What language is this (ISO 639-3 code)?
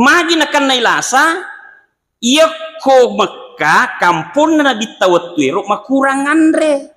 bug